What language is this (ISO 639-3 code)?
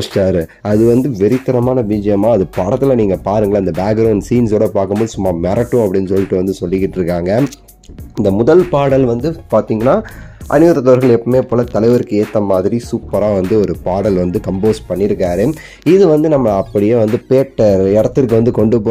tam